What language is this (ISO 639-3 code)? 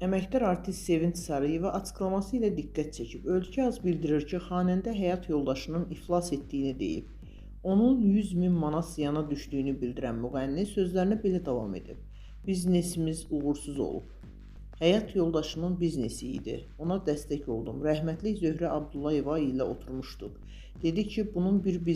aze